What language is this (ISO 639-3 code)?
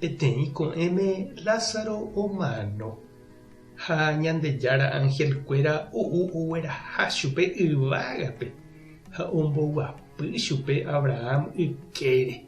grn